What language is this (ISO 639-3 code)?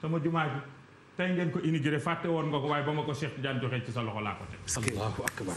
wol